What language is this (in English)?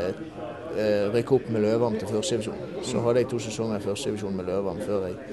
Norwegian